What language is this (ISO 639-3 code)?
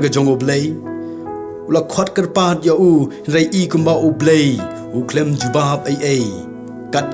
kha